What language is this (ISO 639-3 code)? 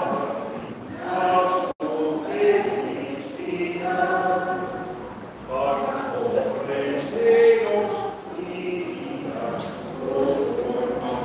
pap